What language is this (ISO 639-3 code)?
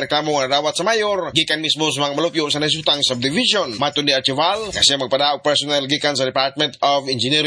ceb